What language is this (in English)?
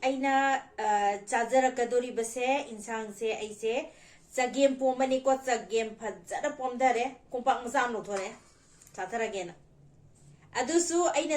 Manipuri